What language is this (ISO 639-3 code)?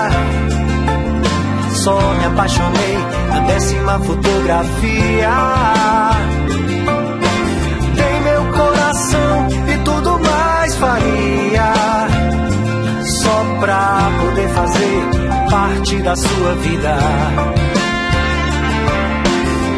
por